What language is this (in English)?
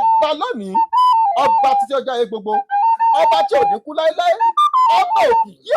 Yoruba